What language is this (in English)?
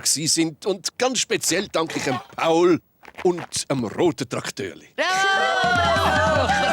Swiss German